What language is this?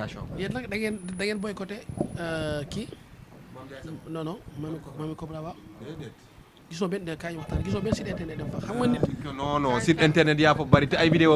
Wolof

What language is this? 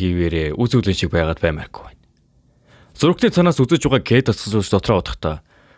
Mongolian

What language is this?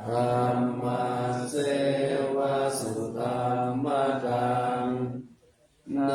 Pali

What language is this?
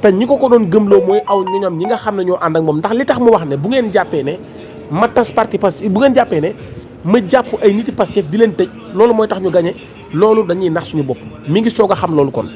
Wolof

